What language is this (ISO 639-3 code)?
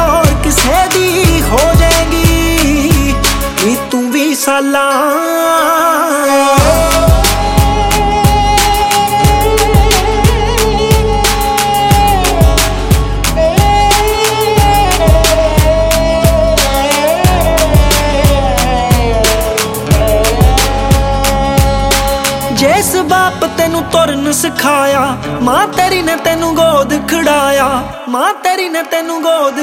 pan